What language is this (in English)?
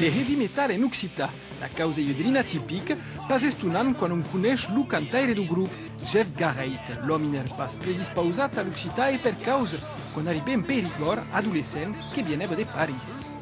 Occitan